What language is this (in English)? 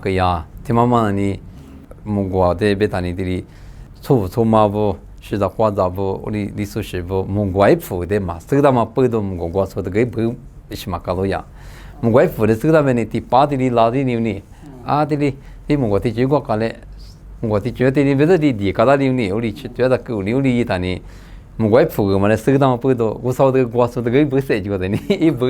Lisu